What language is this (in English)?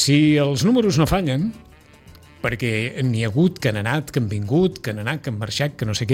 Catalan